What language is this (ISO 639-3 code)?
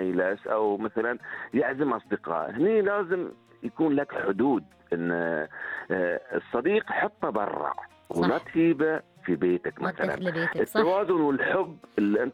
afb